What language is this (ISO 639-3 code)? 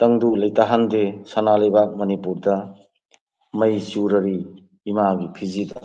mni